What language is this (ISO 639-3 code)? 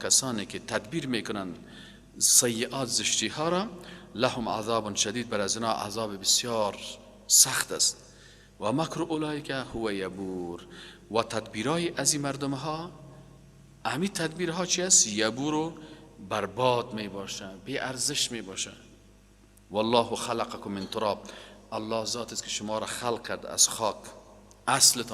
fas